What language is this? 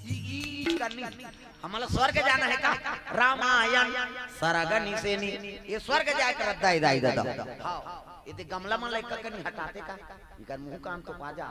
Chhattisgarhi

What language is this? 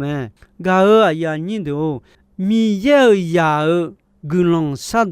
Akha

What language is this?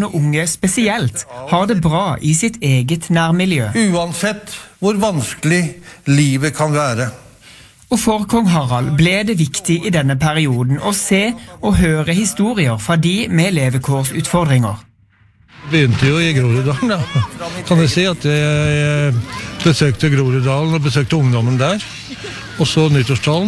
Norwegian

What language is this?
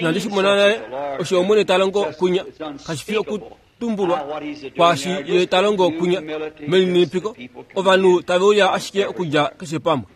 Kuanyama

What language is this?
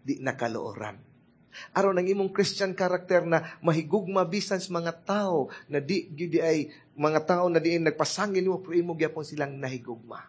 Cebuano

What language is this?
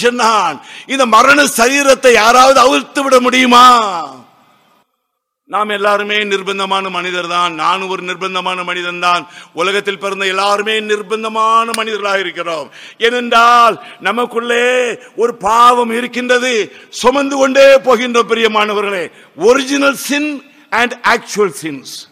Tamil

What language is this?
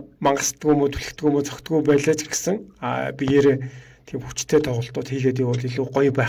Mongolian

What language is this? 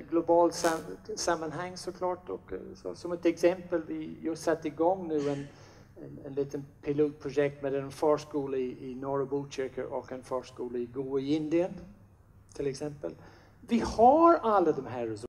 Swedish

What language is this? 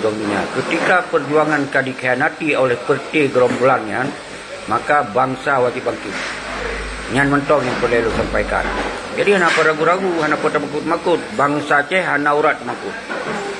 Achinese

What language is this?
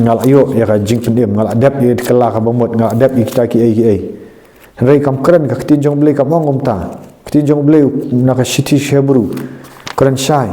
Khasi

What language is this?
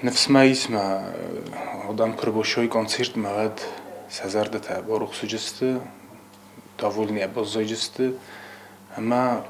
Ossetic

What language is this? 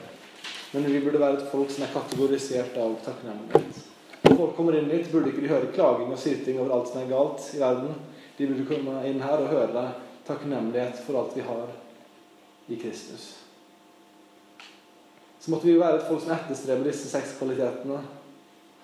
Norwegian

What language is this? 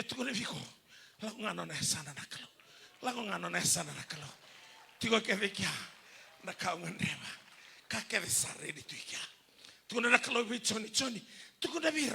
Fijian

